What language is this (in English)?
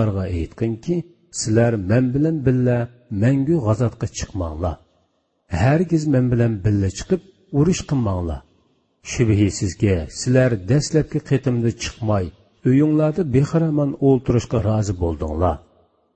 Uyghur